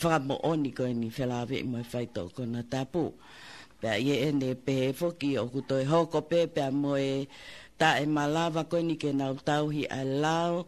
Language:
Tongan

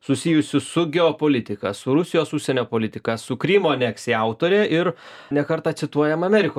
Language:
Lithuanian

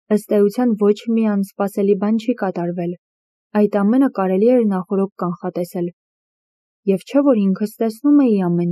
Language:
Armenian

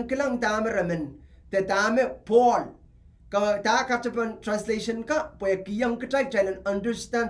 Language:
Pohnpeian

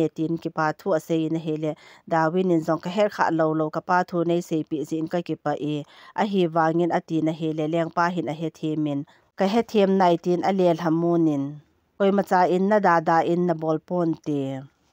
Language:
Thado Chin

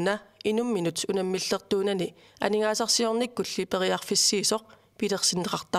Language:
Kalaallisut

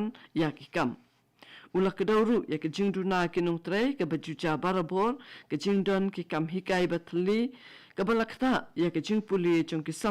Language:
Khasi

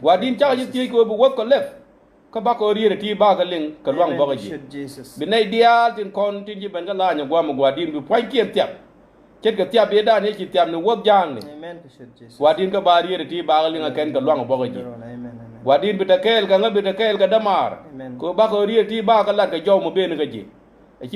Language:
Nuer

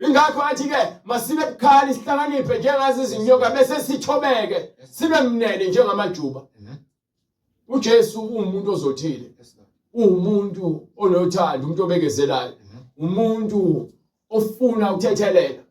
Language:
Zulu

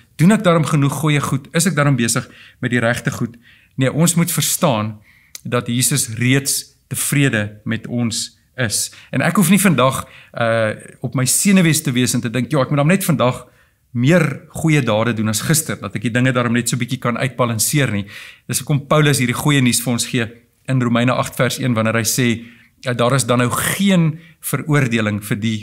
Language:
Afrikaans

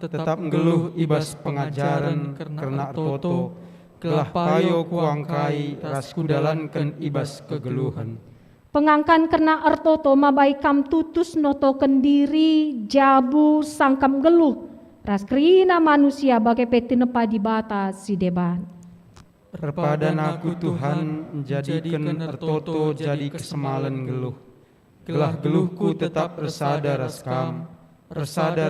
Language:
Batak Karo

